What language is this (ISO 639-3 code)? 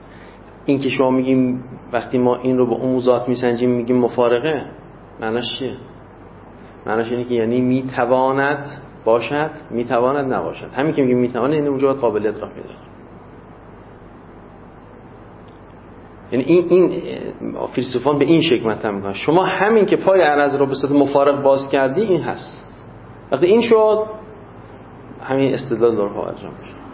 fas